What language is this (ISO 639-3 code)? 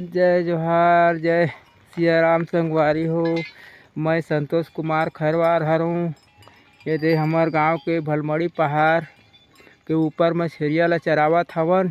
hne